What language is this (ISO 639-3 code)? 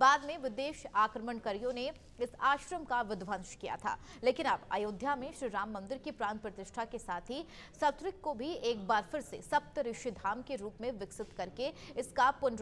hin